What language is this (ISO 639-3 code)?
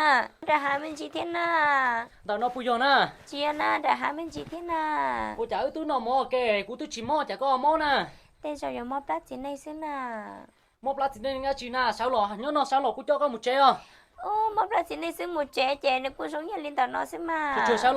hmn